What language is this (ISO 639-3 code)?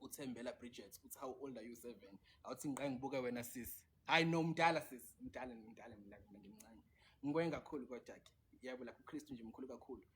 zul